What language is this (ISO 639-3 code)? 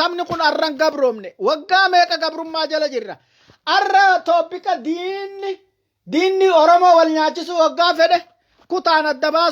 orm